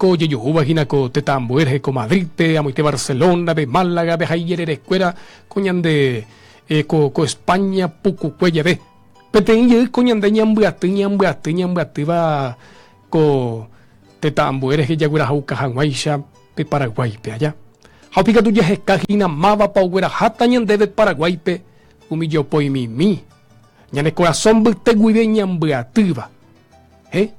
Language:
Guarani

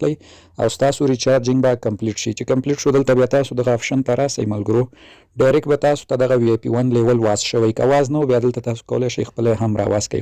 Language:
Pashto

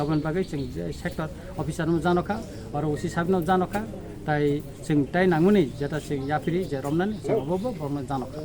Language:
Kok Borok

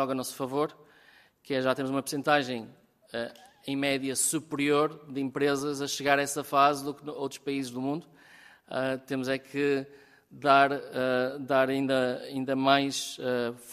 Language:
Portuguese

